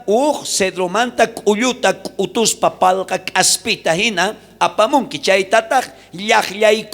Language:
South Bolivian Quechua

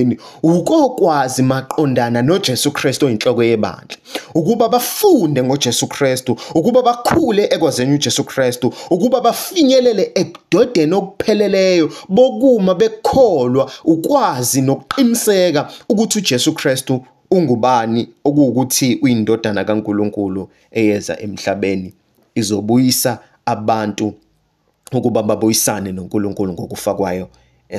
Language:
Zulu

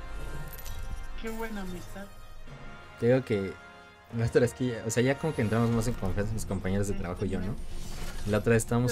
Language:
Spanish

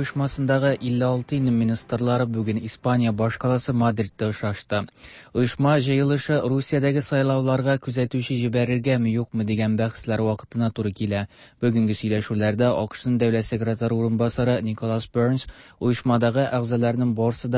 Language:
Tatar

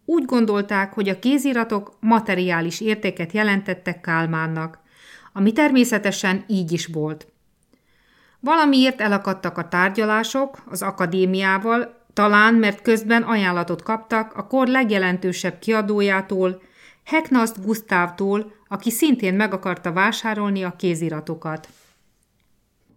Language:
Hungarian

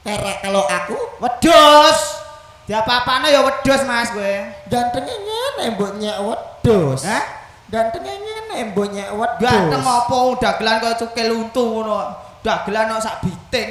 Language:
Javanese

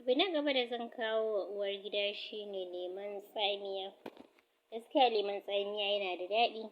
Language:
Hausa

